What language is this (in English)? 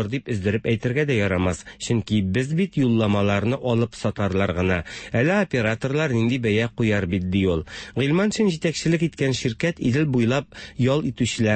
Tatar